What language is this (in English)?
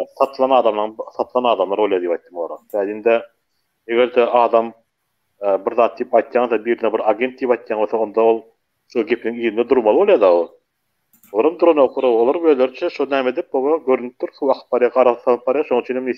Turkmen